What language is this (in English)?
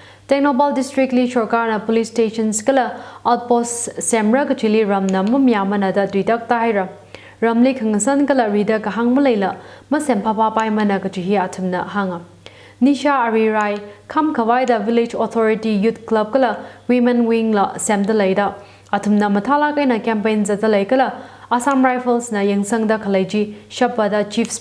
Tangkhul Naga (India)